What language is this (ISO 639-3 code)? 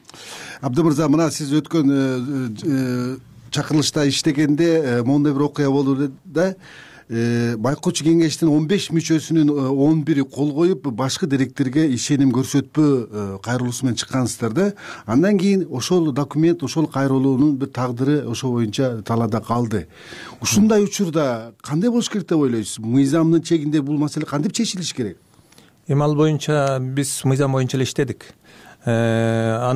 kir